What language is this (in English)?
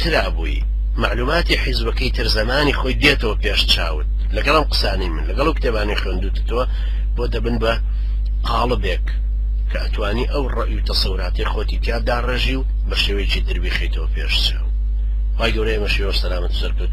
Central Kurdish